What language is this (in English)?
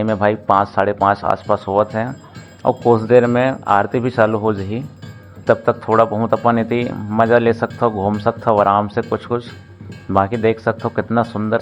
Chhattisgarhi